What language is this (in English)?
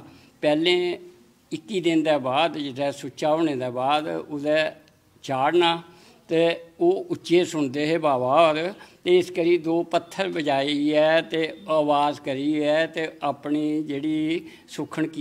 Dogri